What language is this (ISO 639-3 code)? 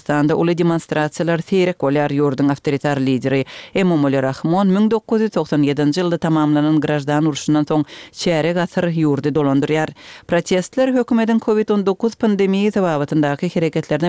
kir